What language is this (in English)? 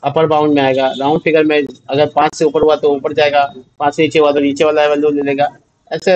Hindi